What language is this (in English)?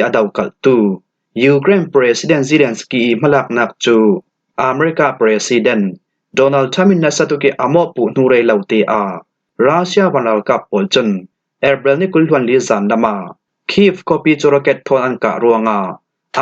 Falam Chin